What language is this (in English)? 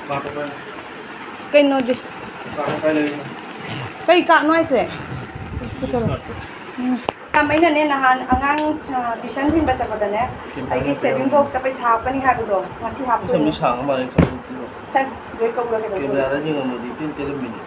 Manipuri